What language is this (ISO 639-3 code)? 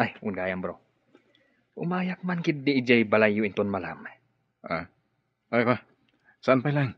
ilo